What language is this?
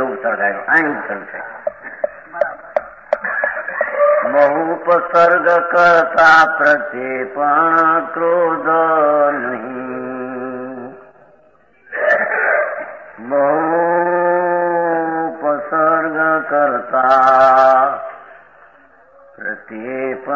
Gujarati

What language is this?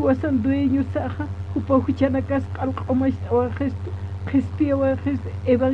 Aymara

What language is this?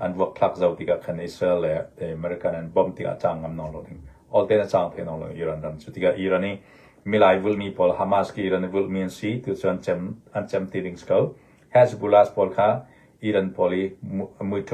Hakha Chin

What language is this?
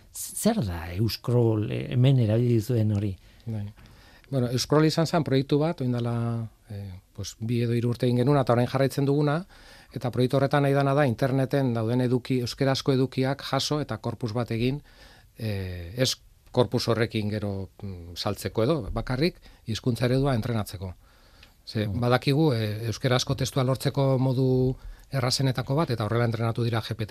Basque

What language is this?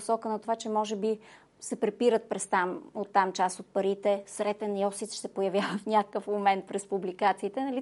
Bulgarian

